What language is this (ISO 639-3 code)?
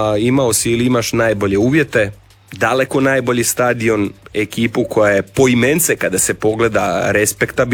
hrv